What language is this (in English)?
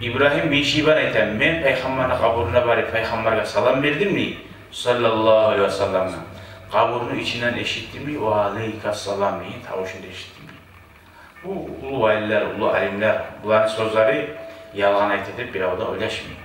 Kumyk